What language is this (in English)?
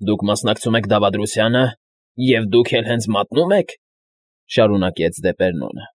Armenian